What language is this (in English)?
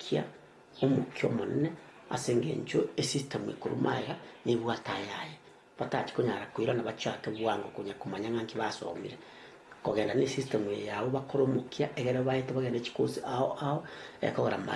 Gusii